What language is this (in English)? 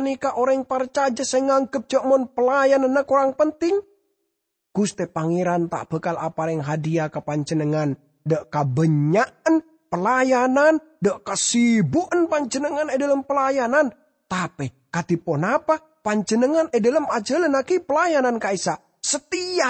Madurese